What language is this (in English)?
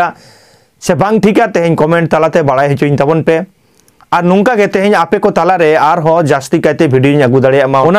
Santali